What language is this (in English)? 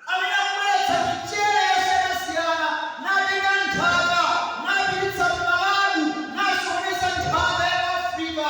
Nyanja